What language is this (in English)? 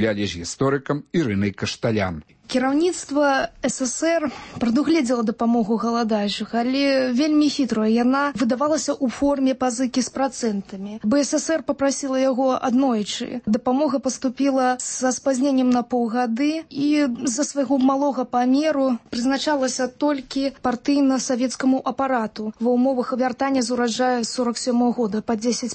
Belarusian